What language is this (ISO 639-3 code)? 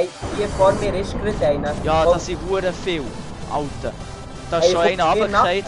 gsw